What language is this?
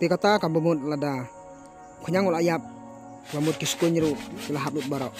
Khasi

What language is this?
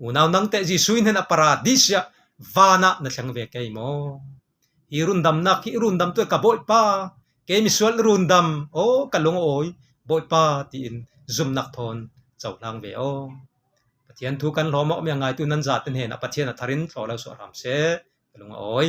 Falam Chin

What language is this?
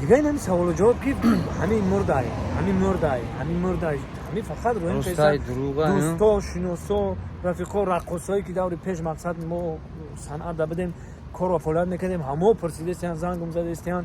Tajik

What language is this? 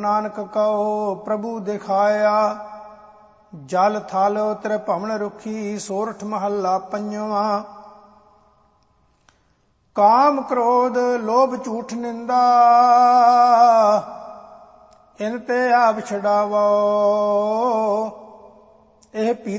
Punjabi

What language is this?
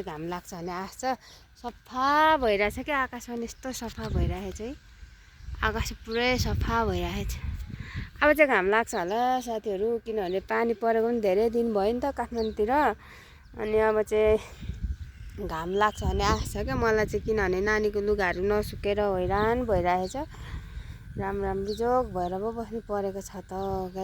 Nepali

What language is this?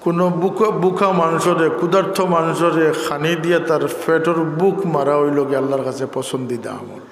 Sylheti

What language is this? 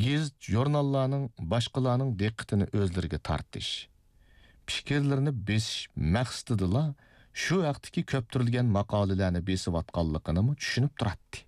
Uyghur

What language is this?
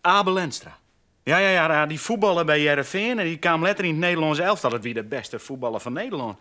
Western Frisian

